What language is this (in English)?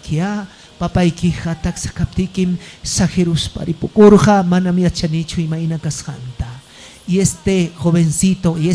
Ayacucho Quechua